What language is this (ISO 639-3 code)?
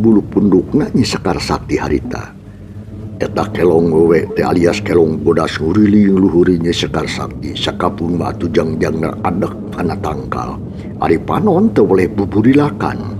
sun